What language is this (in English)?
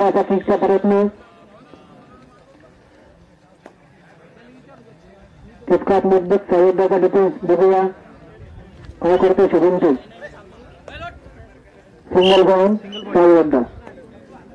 Marathi